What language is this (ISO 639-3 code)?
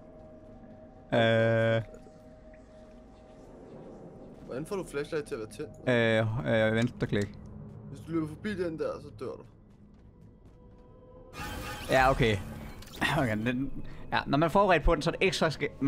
dan